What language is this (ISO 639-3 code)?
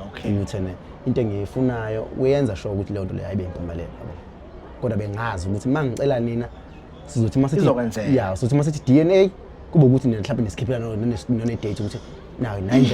zul